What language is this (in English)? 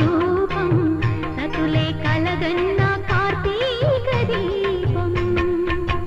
Telugu